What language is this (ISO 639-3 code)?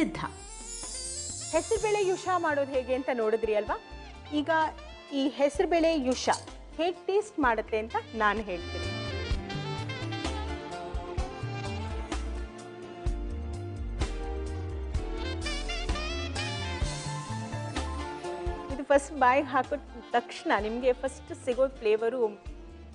kan